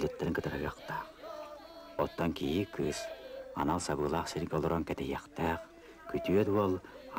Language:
Yakut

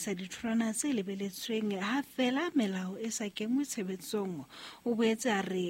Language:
Southern Sotho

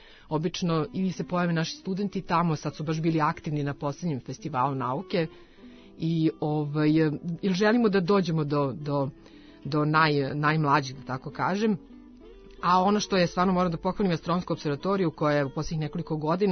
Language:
Serbian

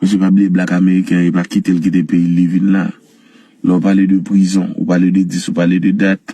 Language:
Haitian Creole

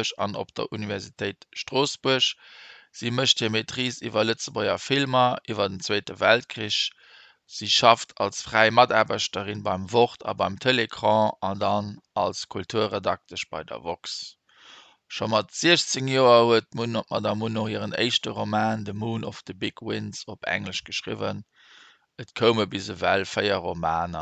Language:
Luxembourgish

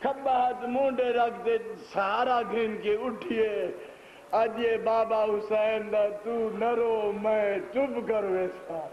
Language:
Saraiki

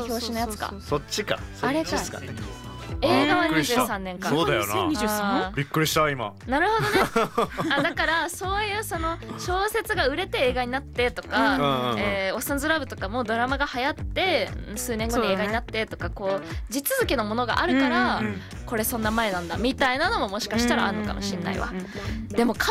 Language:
Japanese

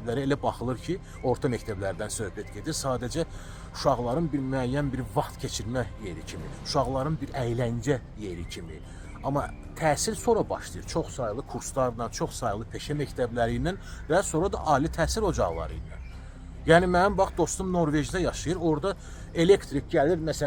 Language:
Azerbaijani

